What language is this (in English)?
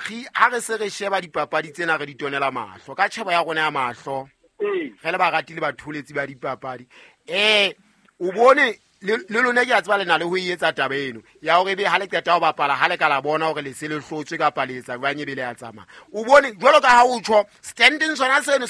Southern Sotho